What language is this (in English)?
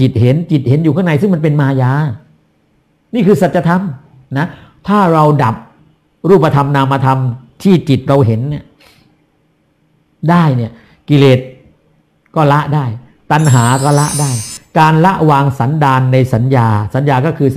Thai